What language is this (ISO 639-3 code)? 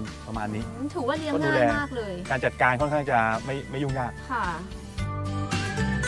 tha